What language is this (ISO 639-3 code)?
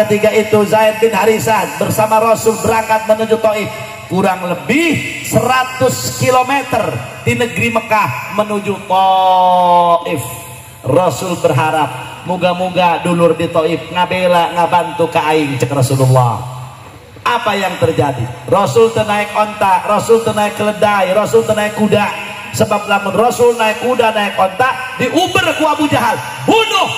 sun